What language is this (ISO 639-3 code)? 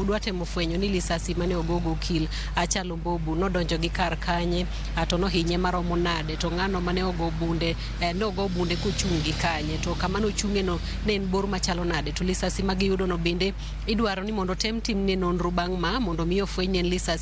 luo